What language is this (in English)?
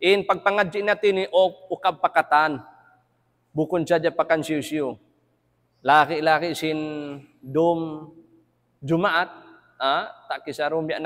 Tausug